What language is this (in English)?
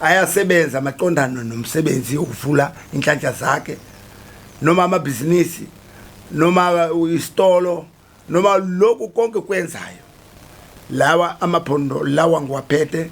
Zulu